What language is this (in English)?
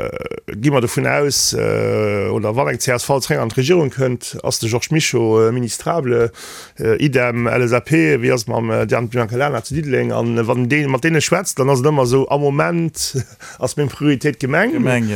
Luxembourgish